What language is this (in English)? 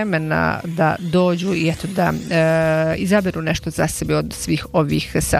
Bosnian